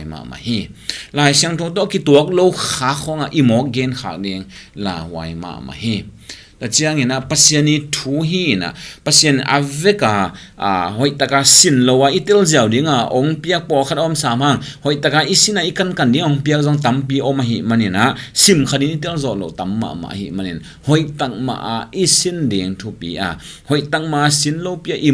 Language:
Tedim Chin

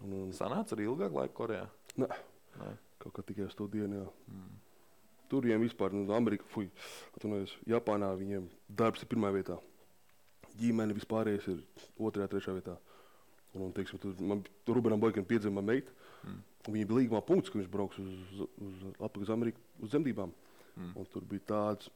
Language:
Latvian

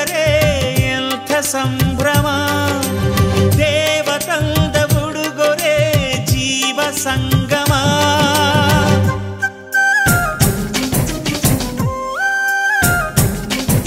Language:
Kannada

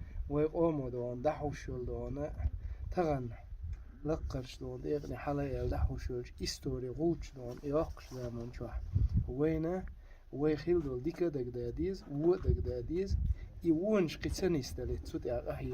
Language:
Chechen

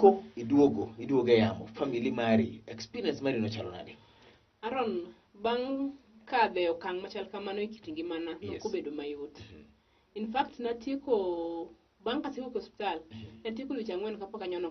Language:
Luo (Kenya and Tanzania)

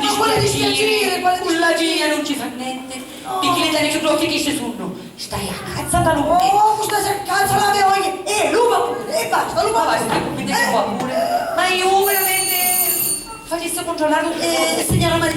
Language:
Sicilian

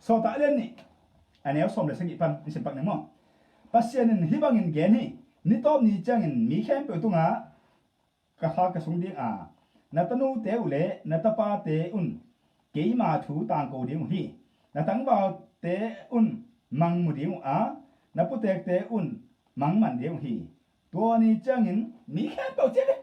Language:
Tedim Chin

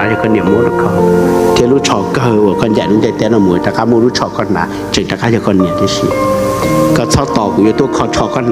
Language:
Hmong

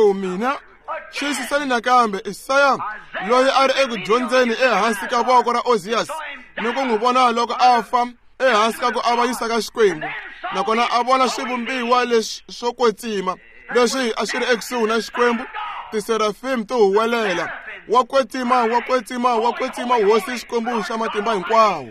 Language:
Tsonga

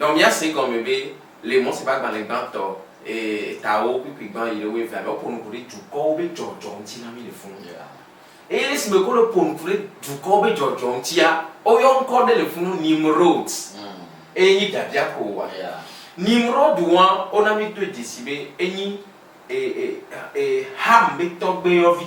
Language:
Ewe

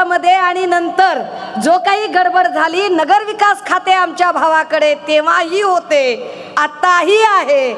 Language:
Marathi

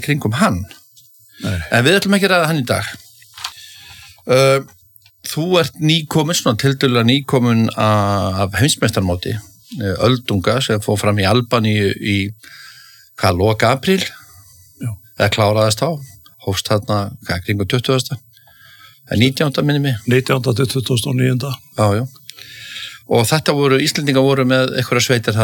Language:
Icelandic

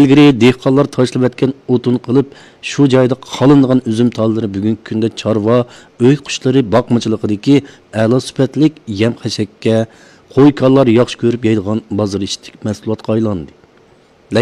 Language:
Uyghur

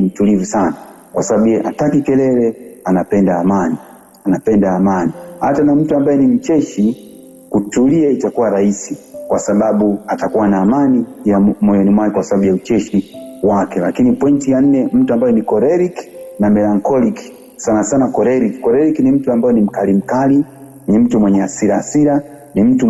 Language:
Swahili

